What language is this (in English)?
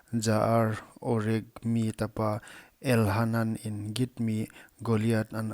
Paite Chin